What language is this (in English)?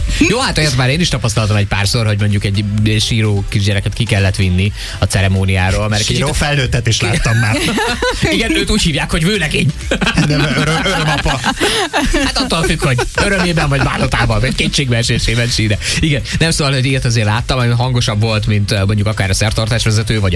Hungarian